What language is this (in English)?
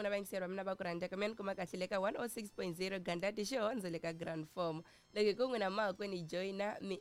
Tsonga